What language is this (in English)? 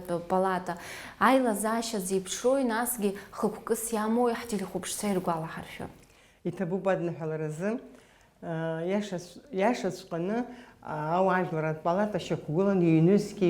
Abkhazian